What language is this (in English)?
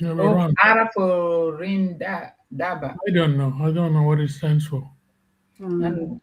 Acoli